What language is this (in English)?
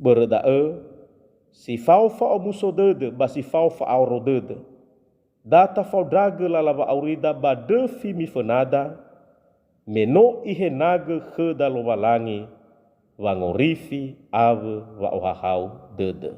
Nias